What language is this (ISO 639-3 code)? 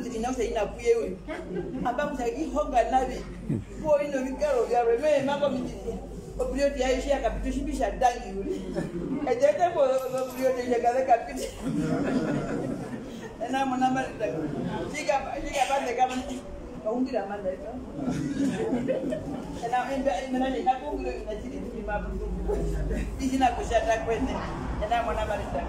swa